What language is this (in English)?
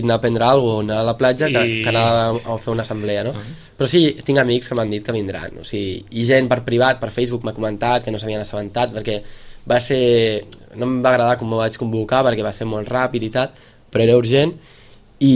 Catalan